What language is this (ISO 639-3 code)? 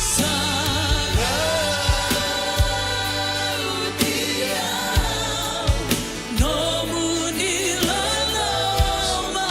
fij